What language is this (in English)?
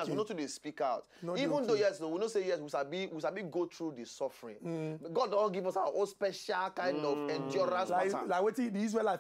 Nigerian Pidgin